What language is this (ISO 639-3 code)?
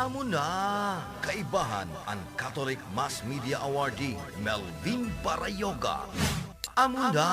bik